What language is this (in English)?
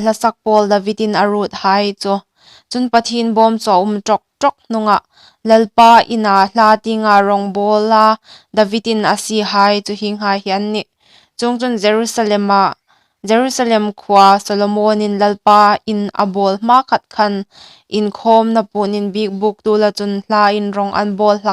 Hmar